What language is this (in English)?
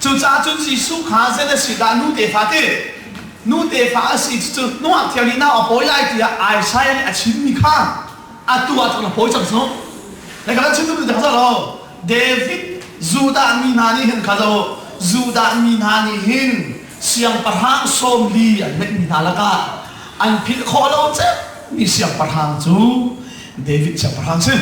Hakha Chin